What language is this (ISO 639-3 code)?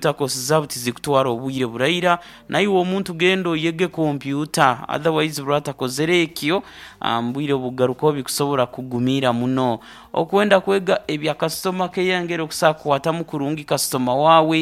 nyn